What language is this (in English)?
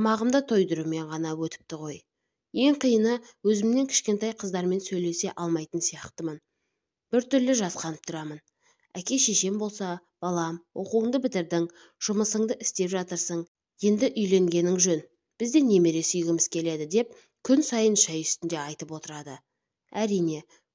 Kazakh